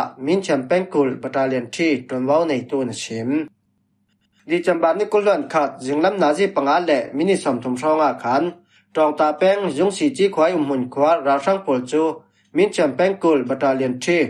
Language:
Falam Chin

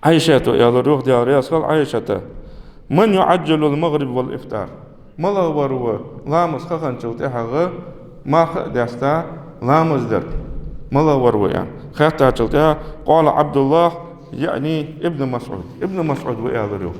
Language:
Ingush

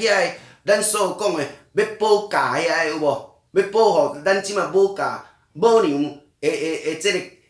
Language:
Min Nan Chinese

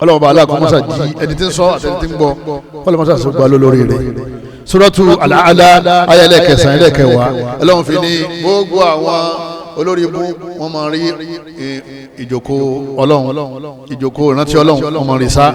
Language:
Yoruba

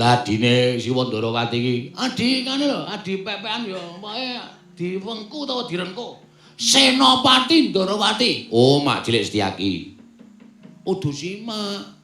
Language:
Javanese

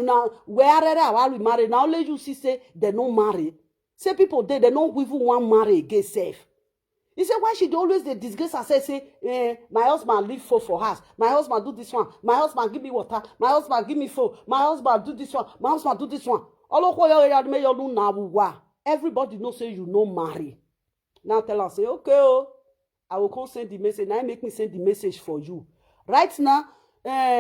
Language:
Nigerian Pidgin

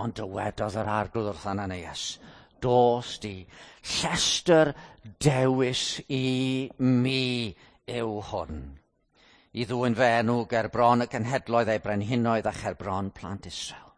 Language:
Welsh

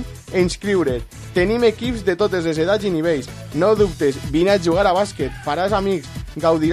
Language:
Catalan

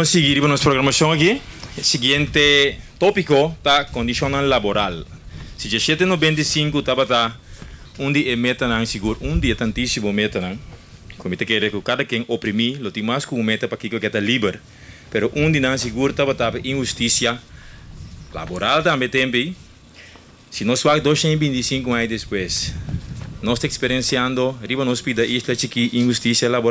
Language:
Papiamento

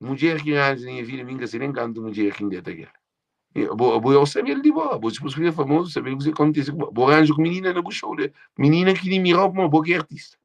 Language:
Kabuverdianu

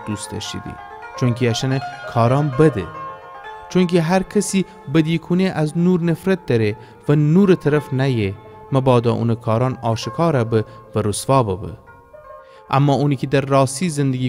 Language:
Gilaki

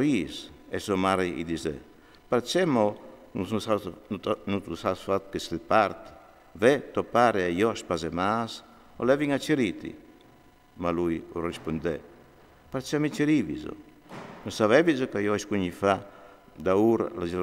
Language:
Friulian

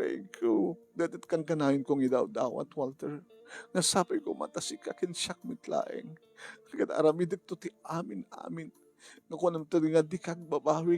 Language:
Iloko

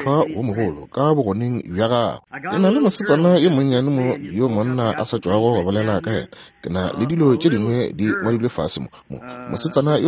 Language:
Northern Sotho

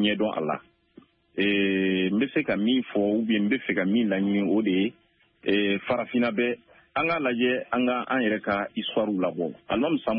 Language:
Bambara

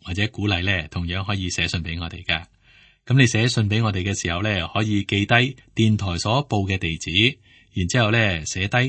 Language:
Cantonese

